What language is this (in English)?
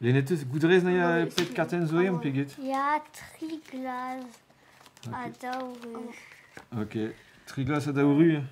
Breton